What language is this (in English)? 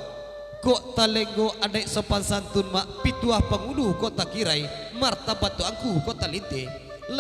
Minangkabau